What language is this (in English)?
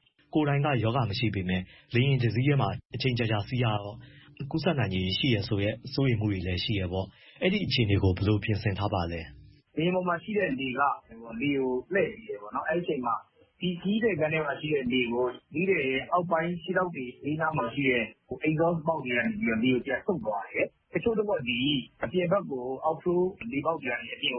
Burmese